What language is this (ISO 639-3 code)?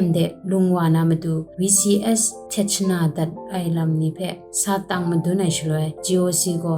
kac